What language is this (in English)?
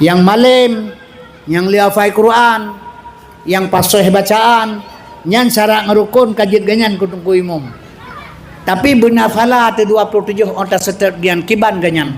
Achinese